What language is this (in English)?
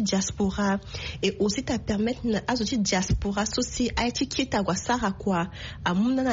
Sango